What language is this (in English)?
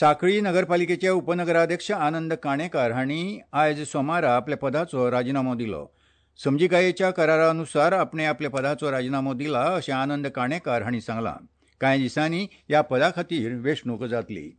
Konkani